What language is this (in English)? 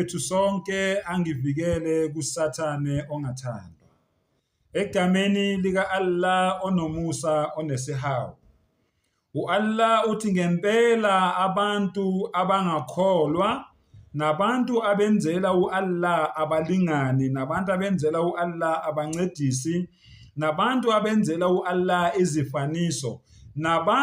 Zulu